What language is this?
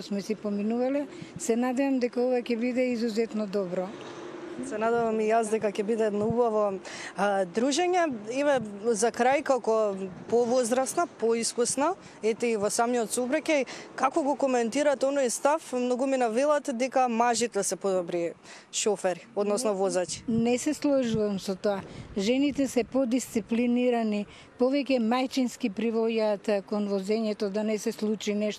Macedonian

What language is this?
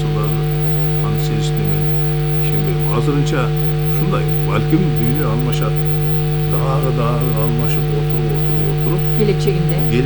Kyrgyz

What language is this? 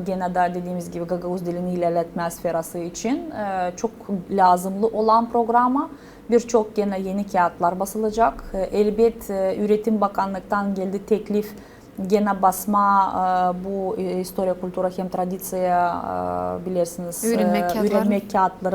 Gagauz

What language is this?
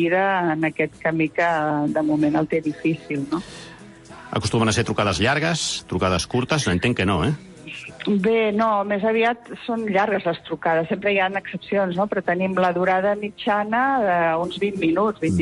Catalan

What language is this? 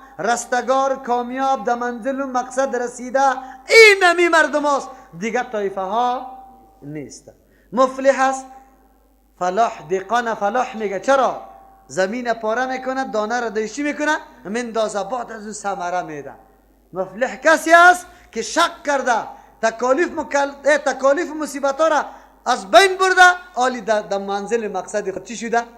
Persian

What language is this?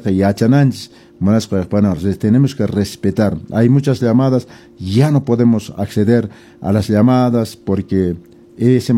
Quechua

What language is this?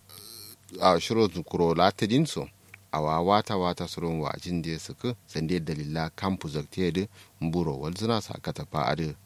Kanuri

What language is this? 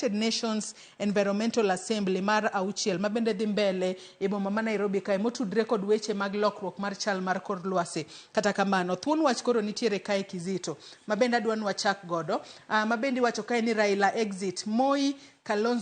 Luo (Kenya and Tanzania)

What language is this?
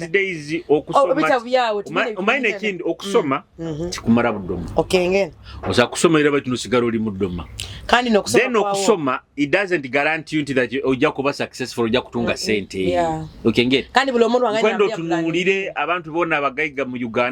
Nyoro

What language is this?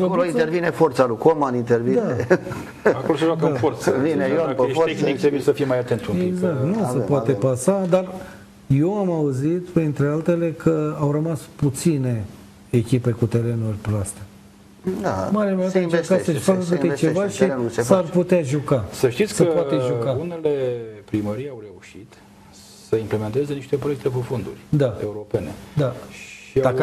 Romanian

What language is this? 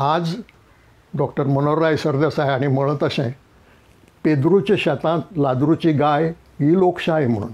Konkani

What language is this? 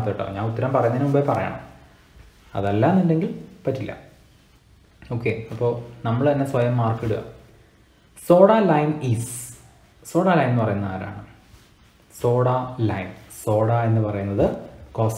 Malayalam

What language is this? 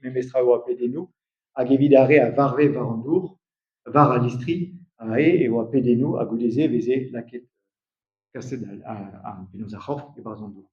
Breton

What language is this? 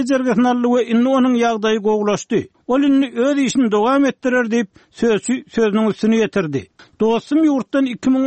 Turkmen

